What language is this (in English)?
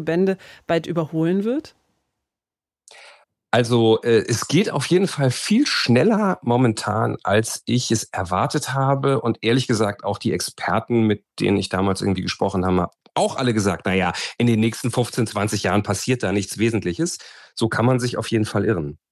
German